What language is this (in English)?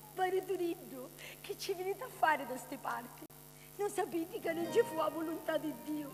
Sicilian